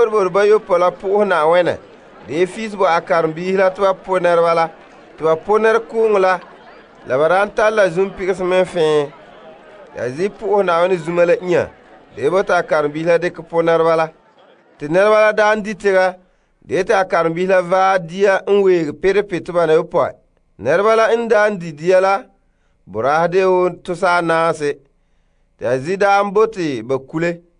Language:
Frafra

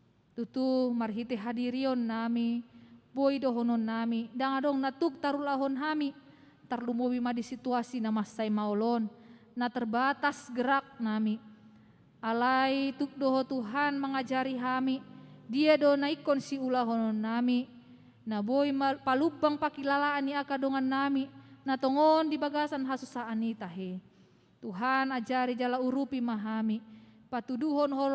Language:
Batak Toba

